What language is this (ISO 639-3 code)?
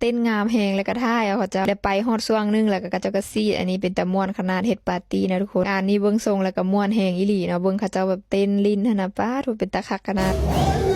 lao